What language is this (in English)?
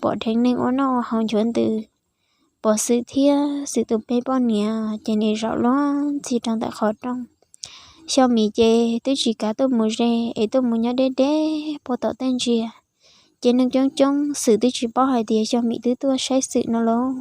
Hmong